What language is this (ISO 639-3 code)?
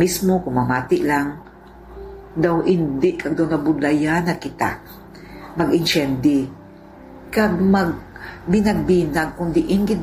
hil